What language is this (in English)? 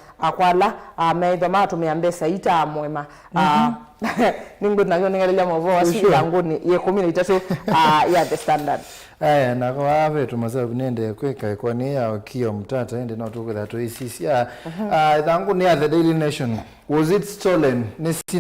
Kamba